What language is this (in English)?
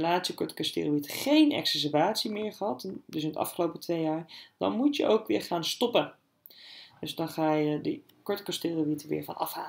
Dutch